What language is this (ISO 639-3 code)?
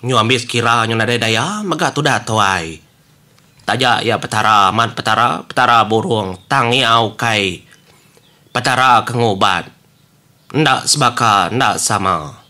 iba